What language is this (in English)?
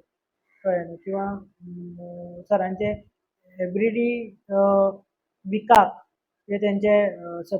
Konkani